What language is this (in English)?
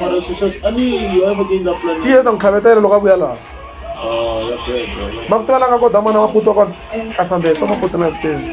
Tsonga